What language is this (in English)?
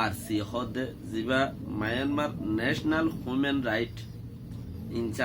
Rohingya